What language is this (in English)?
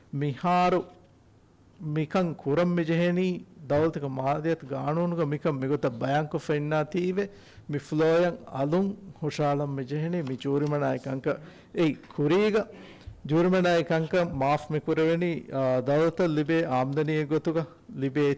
Divehi